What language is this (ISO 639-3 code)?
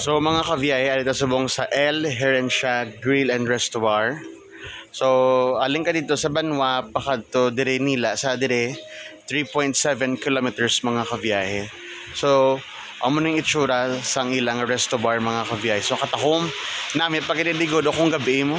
hil